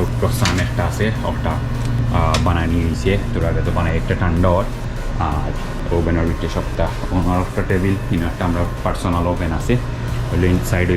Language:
Sylheti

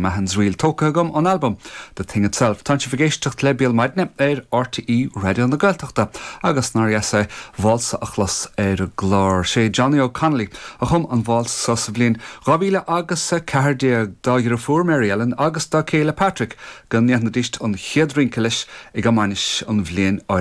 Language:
Irish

